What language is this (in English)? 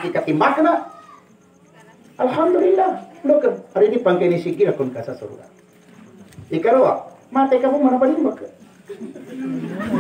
Maguindanaon